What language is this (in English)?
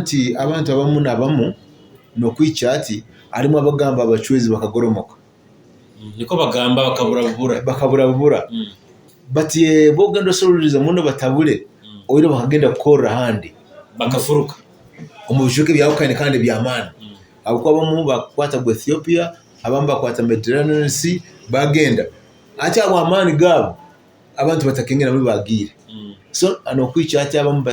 Nyoro